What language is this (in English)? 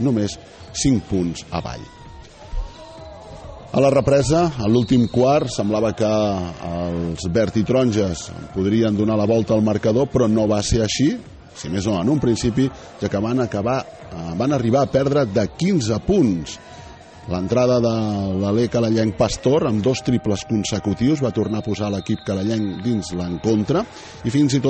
Catalan